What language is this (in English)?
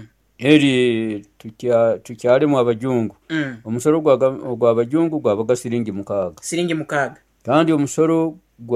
Nyoro